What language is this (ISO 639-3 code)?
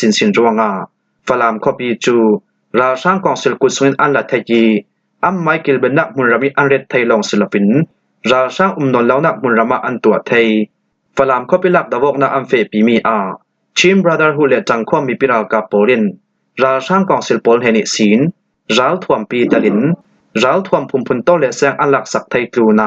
cnh